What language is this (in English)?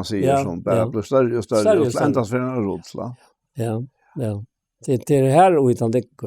Faroese